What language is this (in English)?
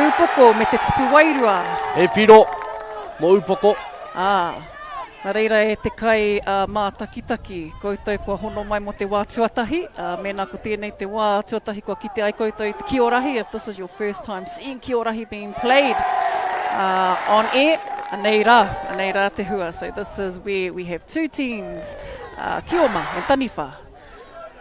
Māori